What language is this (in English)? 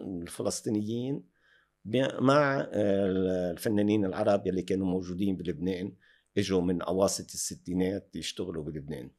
North Levantine Arabic